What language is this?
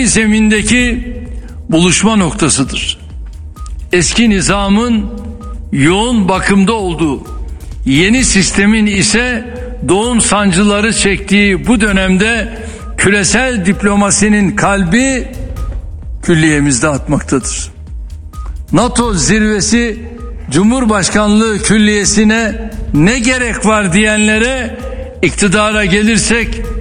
Turkish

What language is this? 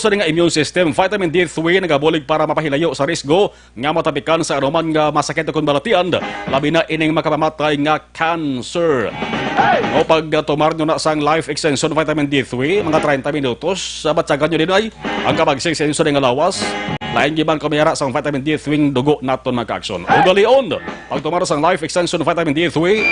Hiligaynon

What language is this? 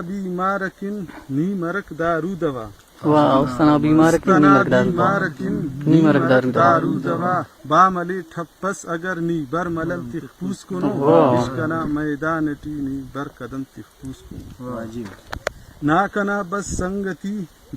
Brahui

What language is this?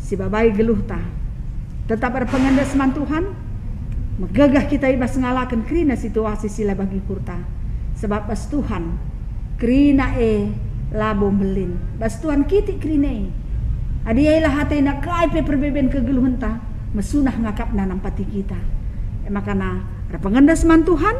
Batak Karo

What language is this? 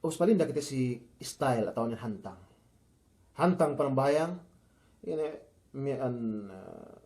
Yakan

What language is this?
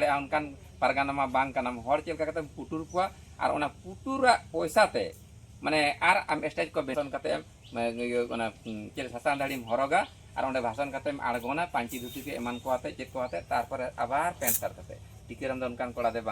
Santali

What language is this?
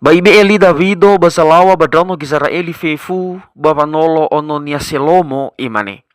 Nias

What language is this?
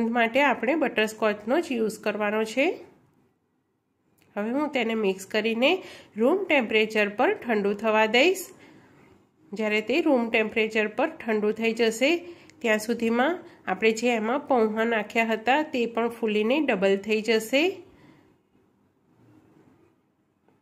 Gujarati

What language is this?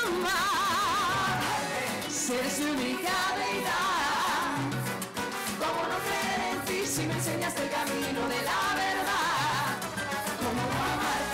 Spanish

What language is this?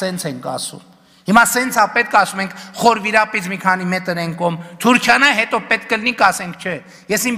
Armenian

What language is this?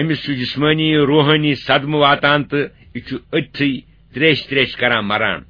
Kashmiri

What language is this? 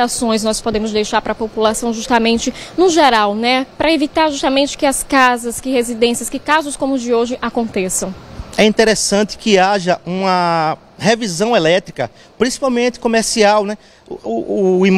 Portuguese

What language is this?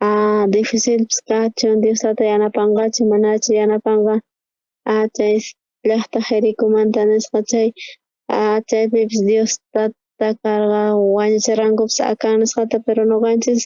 South Bolivian Quechua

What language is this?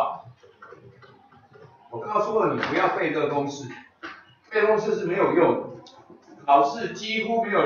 Chinese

